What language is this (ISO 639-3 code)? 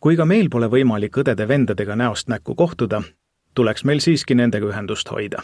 est